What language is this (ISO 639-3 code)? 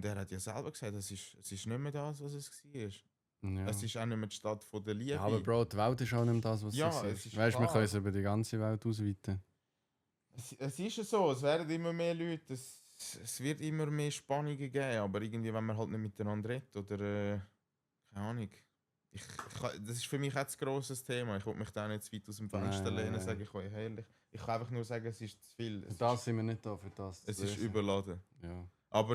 gsw